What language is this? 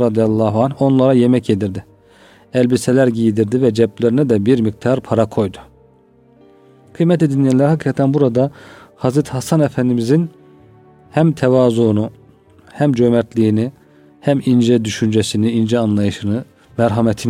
Turkish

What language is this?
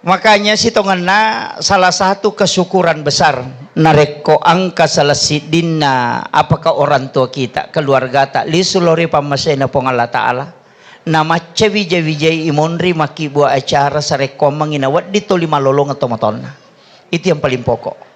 Buginese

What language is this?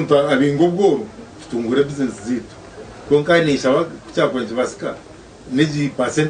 Nyankole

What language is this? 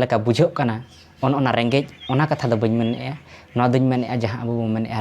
Santali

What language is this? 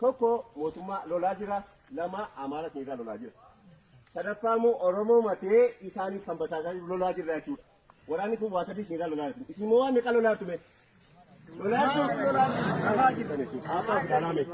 Oromo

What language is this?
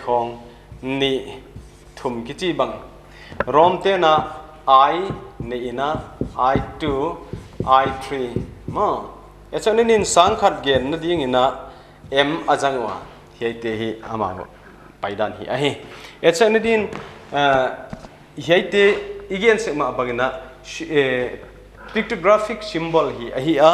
Paite Chin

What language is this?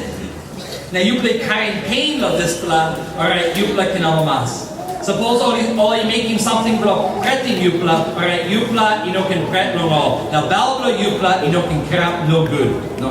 Tok Pisin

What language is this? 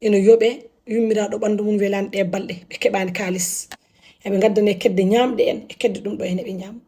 Fula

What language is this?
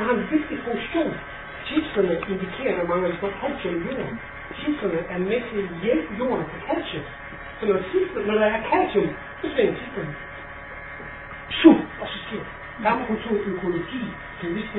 Danish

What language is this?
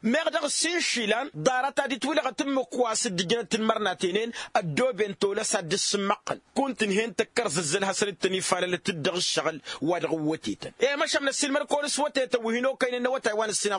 Tamasheq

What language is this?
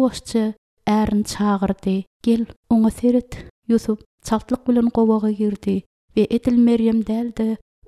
Turkmen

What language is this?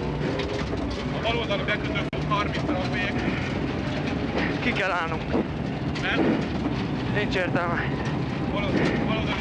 Hungarian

